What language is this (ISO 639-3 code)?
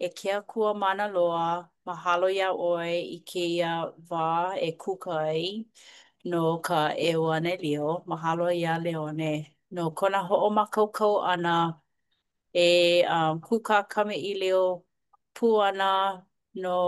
haw